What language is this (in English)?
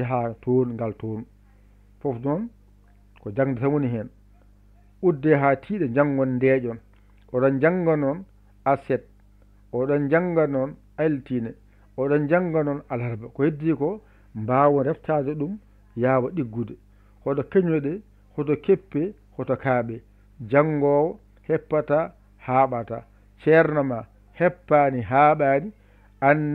Fula